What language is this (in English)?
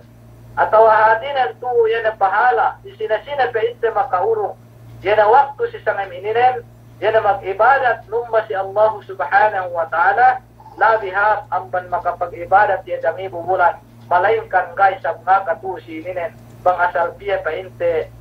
Yakan